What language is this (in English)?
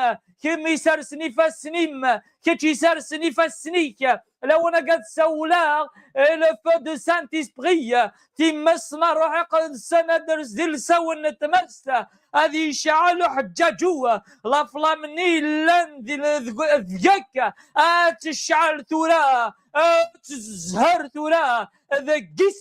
Kabyle